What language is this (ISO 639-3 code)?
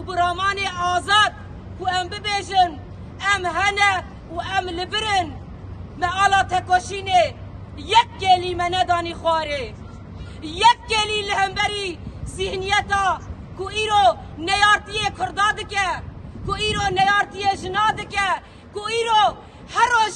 kur